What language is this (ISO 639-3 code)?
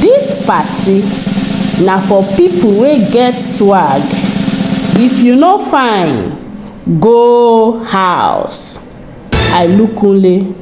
pcm